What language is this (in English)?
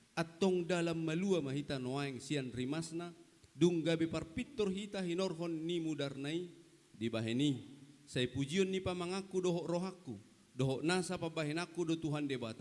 Batak Toba